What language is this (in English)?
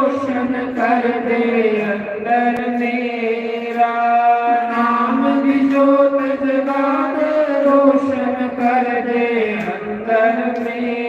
Dogri